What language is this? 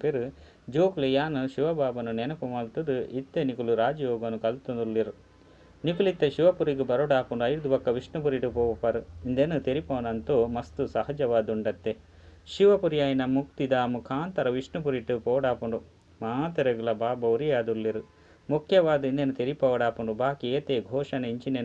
Tulu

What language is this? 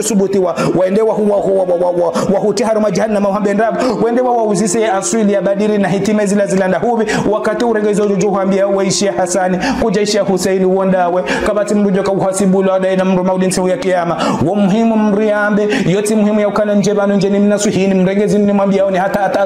Ngazidja Comorian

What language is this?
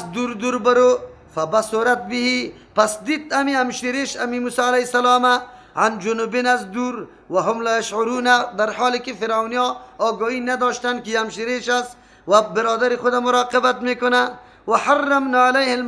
Persian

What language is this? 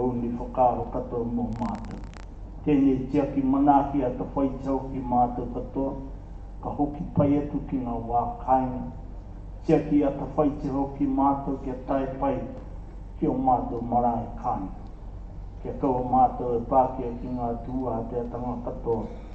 Māori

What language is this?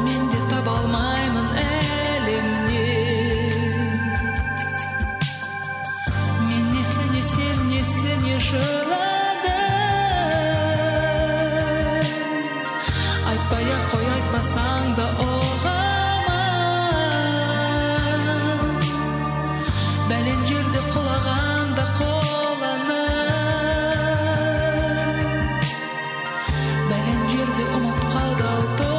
Kazakh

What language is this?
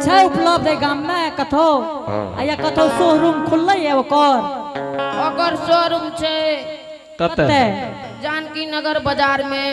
Angika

